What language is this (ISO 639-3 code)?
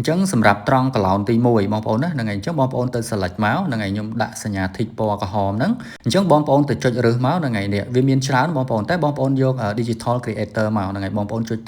khm